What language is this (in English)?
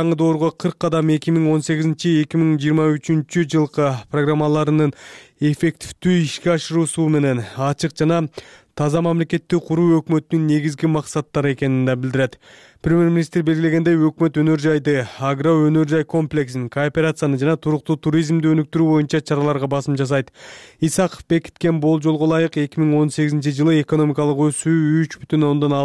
Kyrgyz